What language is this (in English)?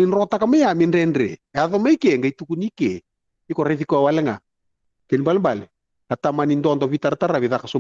Fijian